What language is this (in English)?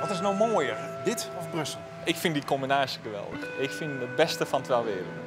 Western Frisian